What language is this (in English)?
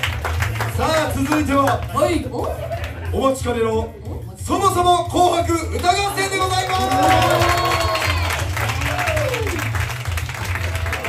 Japanese